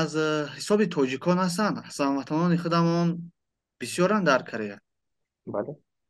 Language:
Tajik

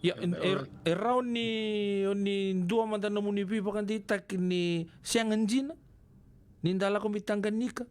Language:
Fijian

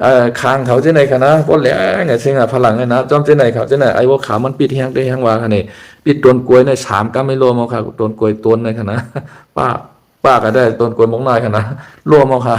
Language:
Shan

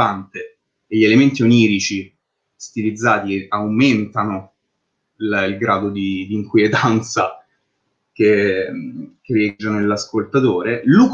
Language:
Italian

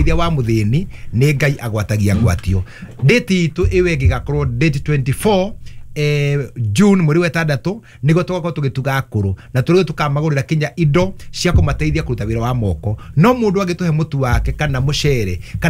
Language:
Kikuyu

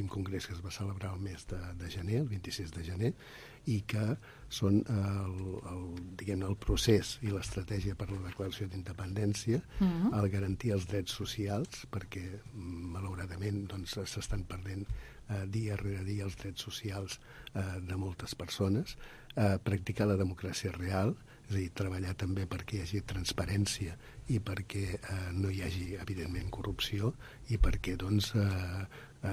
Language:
Catalan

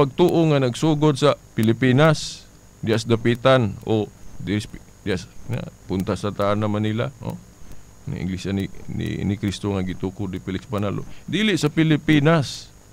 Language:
Cebuano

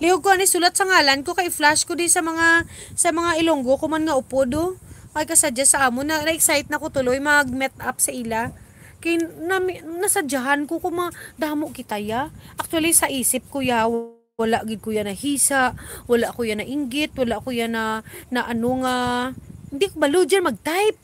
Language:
Hiligaynon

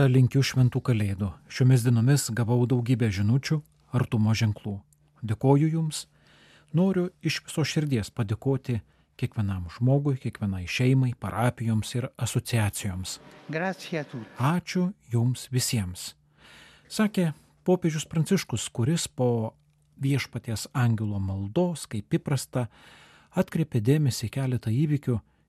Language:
Lithuanian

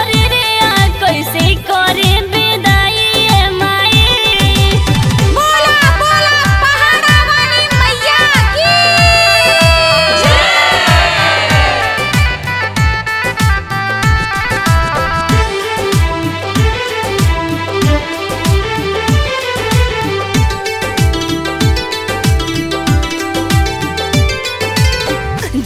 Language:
Bhojpuri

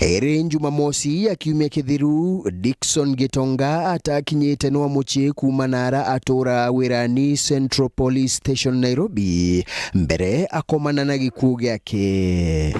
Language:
Meru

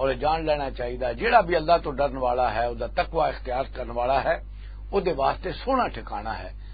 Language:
Western Panjabi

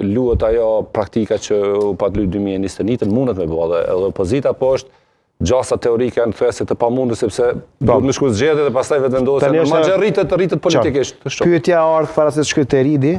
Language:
Albanian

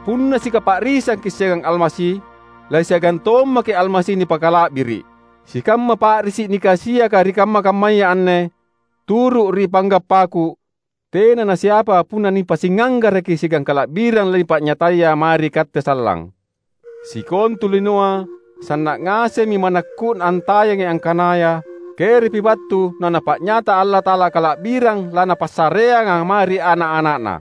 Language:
Makasar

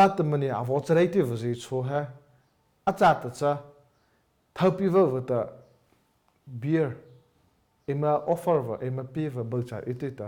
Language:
Mara Chin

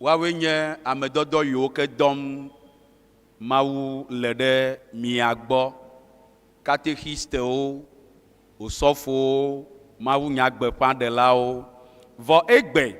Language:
Ewe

